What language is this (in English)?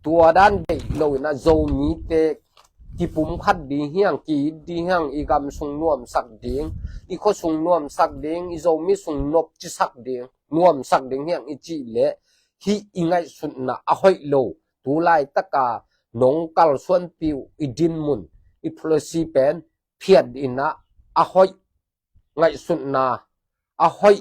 Tedim Chin